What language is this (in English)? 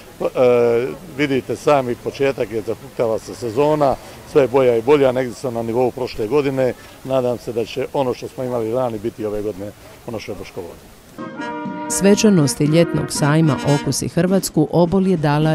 Croatian